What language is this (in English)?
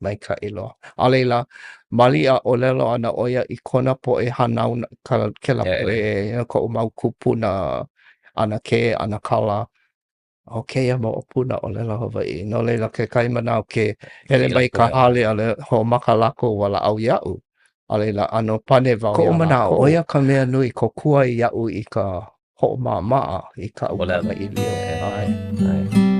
Hawaiian